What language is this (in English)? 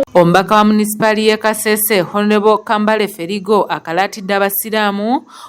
Ganda